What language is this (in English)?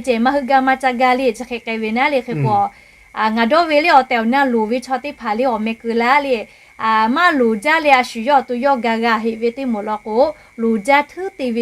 Lahu